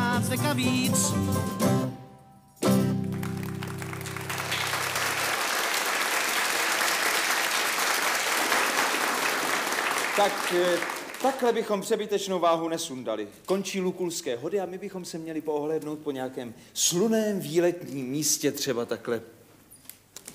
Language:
Czech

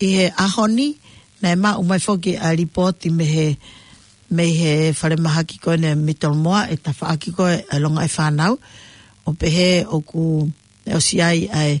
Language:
Tongan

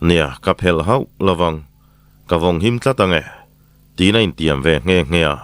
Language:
Mizo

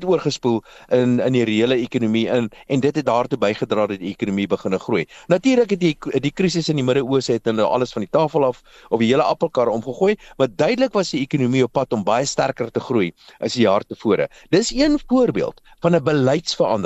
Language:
Afrikaans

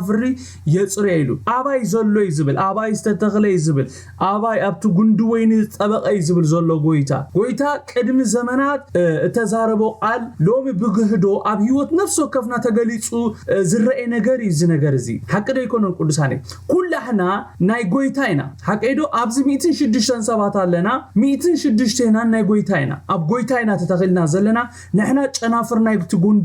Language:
Tigrinya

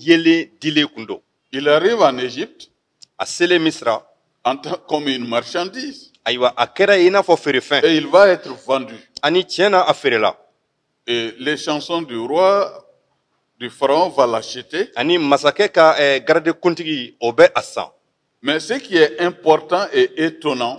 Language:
Bambara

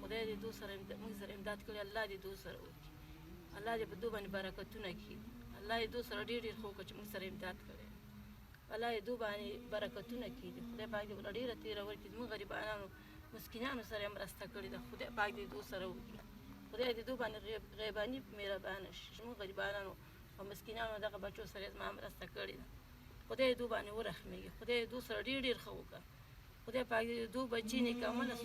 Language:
Pashto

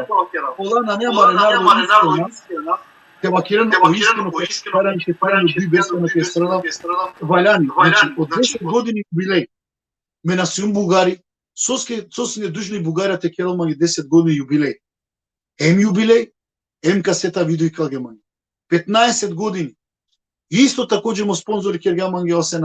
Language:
Balkan Romani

